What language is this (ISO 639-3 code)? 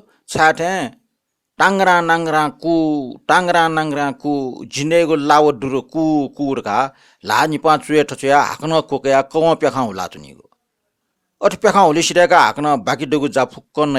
new